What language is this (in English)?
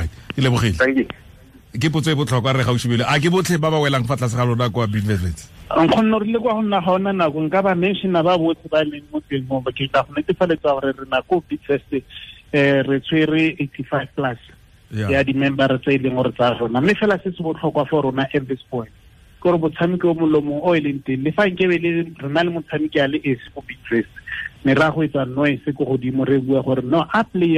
Tswana